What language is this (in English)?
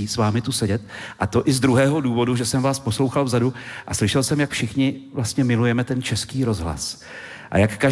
Czech